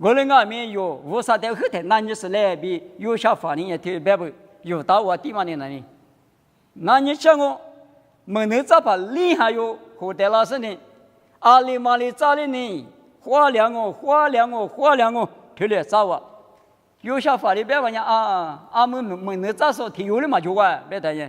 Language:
Lisu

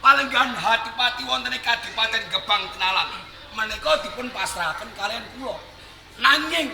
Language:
Javanese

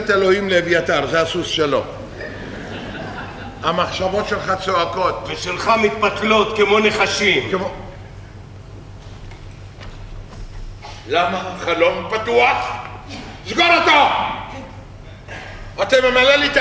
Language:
Hebrew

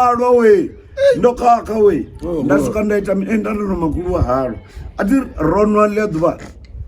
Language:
Venda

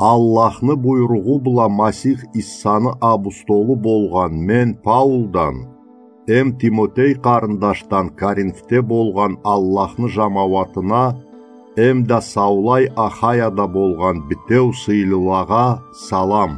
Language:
Karachay-Balkar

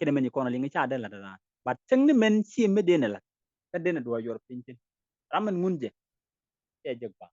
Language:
Nuer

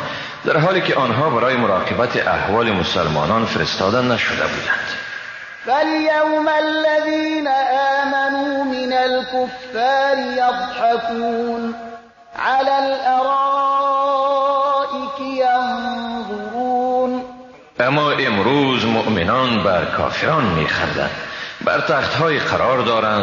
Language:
Persian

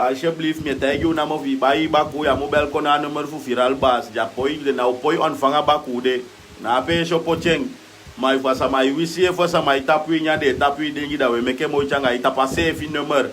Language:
Sranan Tongo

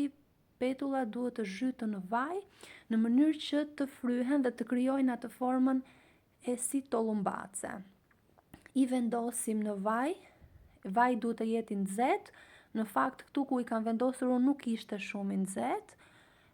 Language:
Albanian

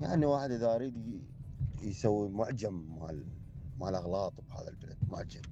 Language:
Mesopotamian Arabic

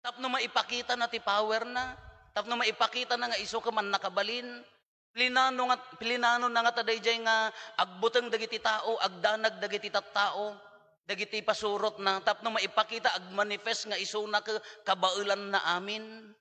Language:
Iloko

